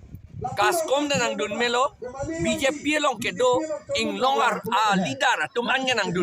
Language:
Karbi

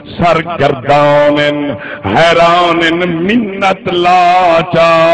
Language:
Saraiki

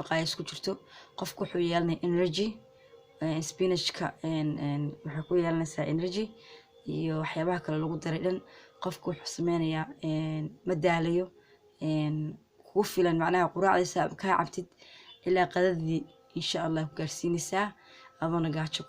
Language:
Somali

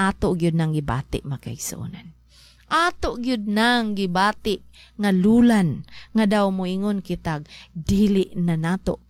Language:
Cebuano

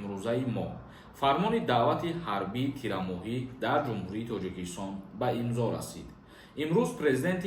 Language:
Tajik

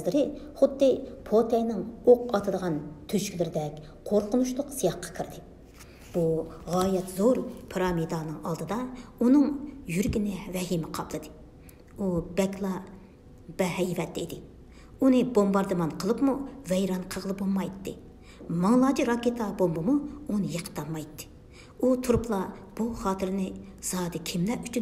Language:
Uyghur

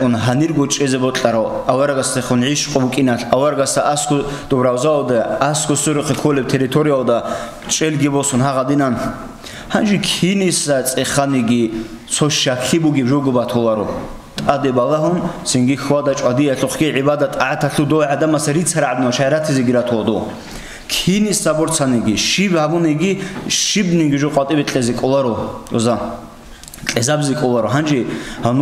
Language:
Avaric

